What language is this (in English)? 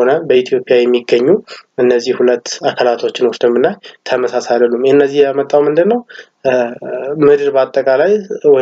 Amharic